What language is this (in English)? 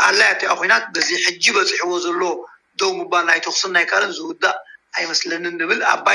Tigrinya